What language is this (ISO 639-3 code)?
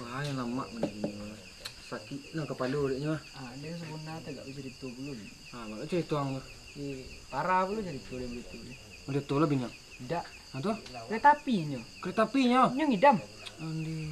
min